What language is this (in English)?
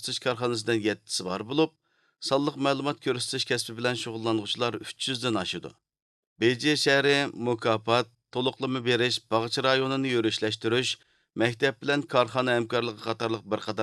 Uyghur